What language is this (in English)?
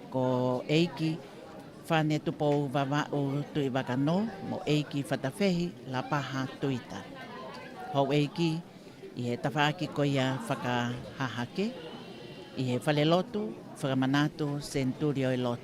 Tongan